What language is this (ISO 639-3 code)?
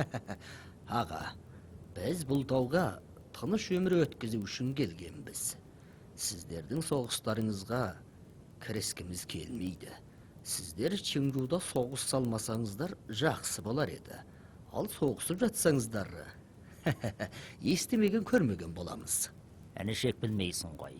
kaz